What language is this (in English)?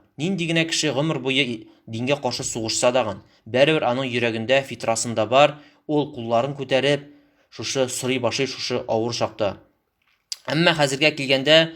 Tatar